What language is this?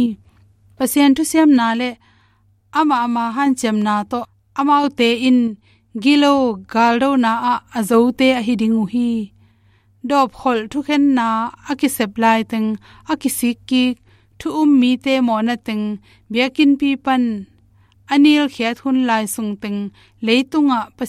Tedim Chin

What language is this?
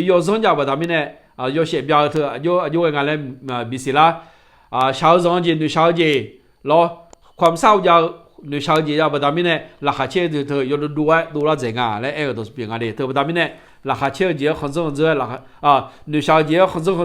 Akha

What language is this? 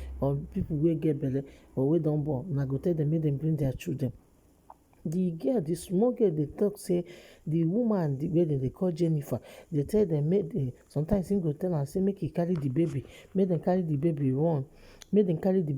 Nigerian Pidgin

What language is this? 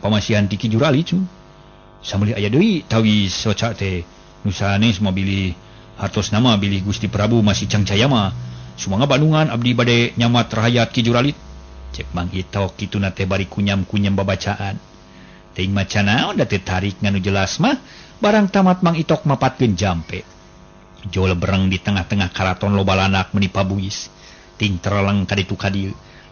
Sundanese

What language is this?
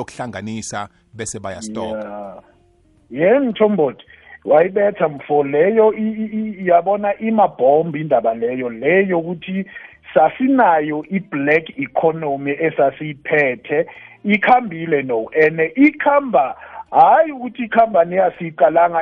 South Ndebele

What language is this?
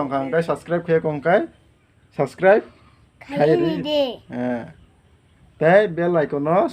Kok Borok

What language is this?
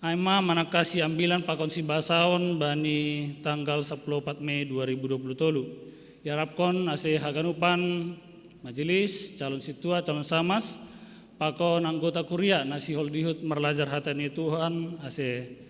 Batak Simalungun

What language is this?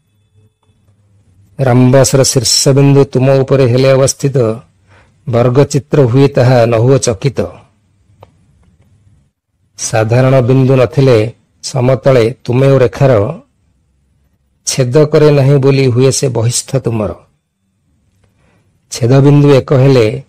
Odia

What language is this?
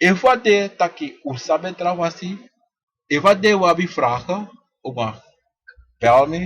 Sranan Tongo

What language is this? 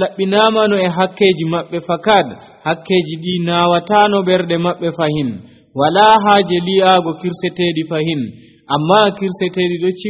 Nigerian Fulfulde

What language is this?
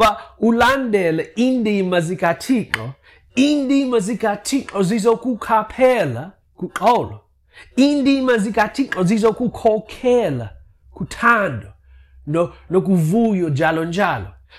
Xhosa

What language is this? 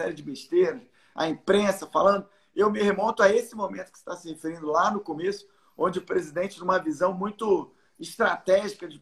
Portuguese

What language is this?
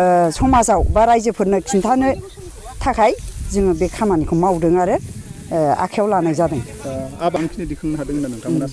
Bodo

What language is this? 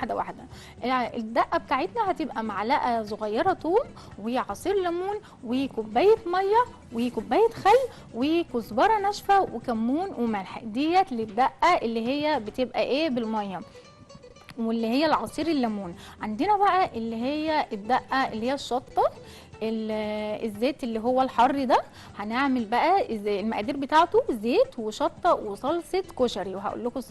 Egyptian Arabic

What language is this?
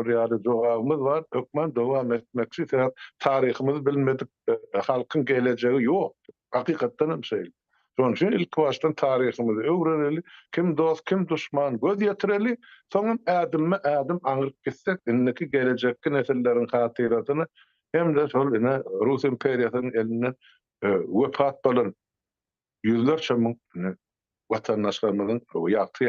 Turkmen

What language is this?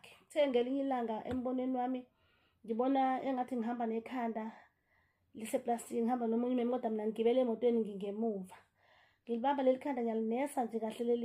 Zulu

